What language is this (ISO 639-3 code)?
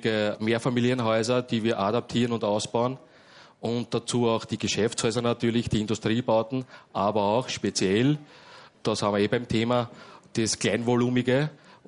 deu